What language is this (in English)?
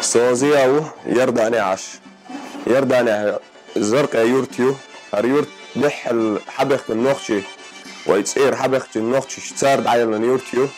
Chechen